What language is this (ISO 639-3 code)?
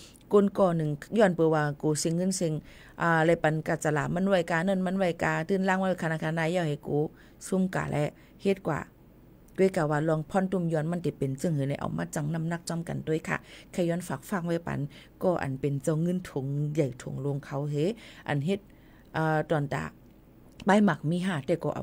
shn